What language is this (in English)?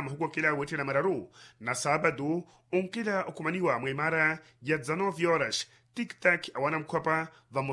Makhuwa